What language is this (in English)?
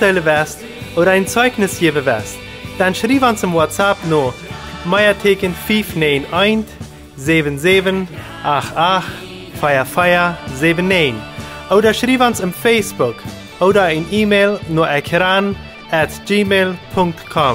Plautdietsch